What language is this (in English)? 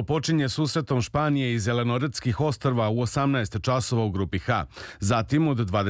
Serbian